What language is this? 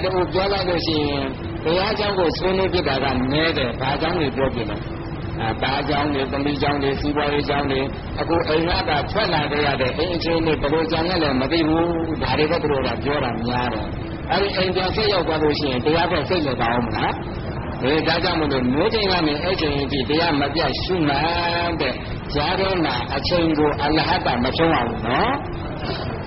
Burmese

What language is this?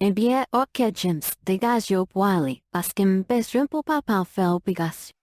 Haitian Creole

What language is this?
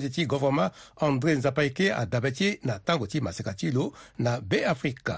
Sango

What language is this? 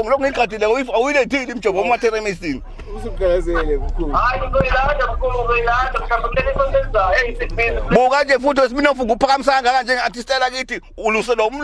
Zulu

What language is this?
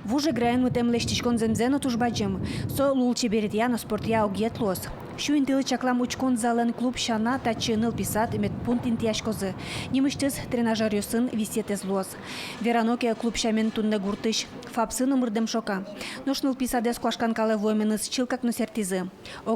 Udmurt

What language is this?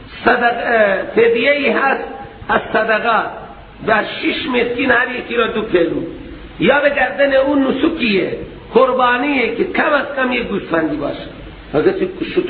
Persian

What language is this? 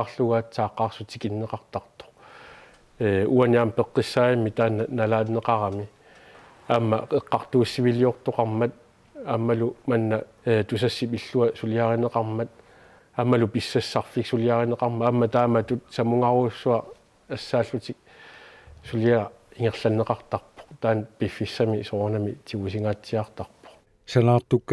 Kalaallisut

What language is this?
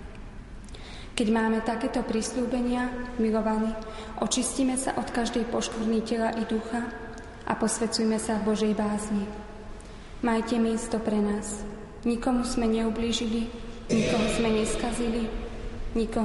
Slovak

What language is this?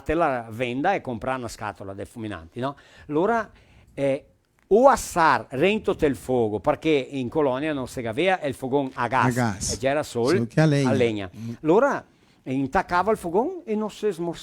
Venetian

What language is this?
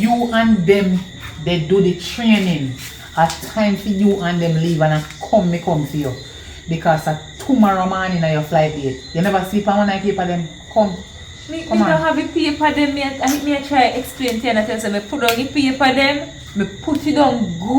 Jamaican Creole English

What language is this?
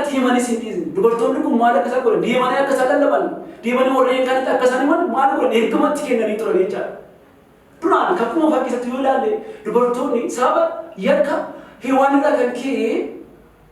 Oromo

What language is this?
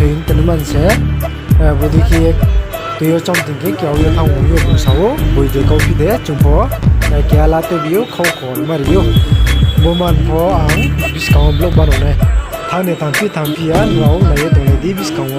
Riang (India)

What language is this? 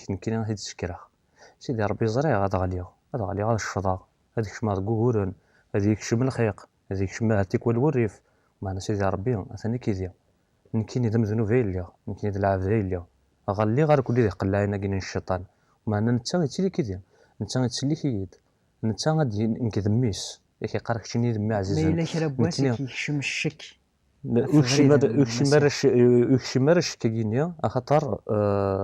Kabyle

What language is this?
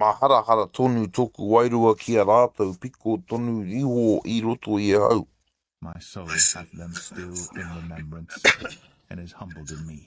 Māori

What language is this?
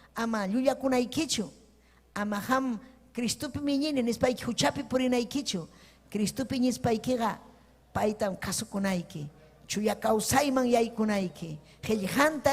Ayacucho Quechua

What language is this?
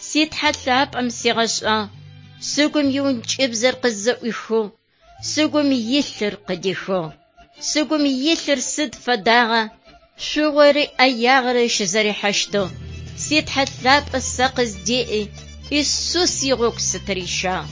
Adyghe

